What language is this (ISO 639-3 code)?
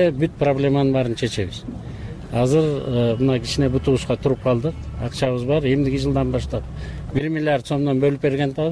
kir